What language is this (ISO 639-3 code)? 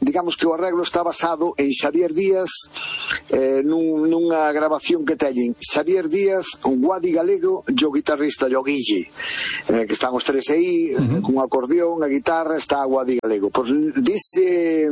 glg